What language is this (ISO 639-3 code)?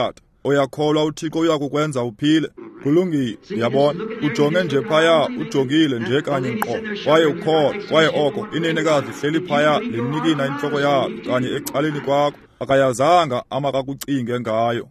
xho